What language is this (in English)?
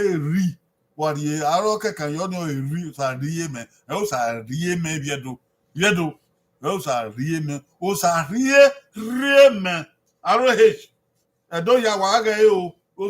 Bini